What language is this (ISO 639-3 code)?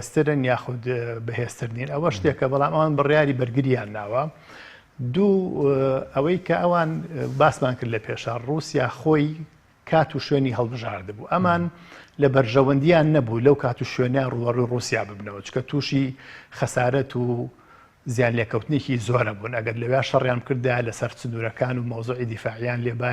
ckb